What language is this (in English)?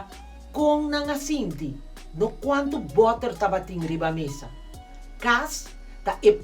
Papiamento